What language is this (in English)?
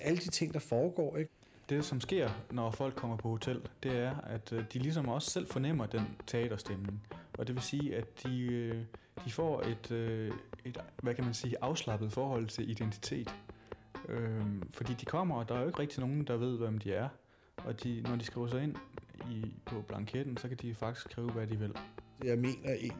Danish